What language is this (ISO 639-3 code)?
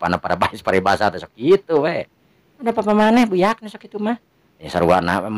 sun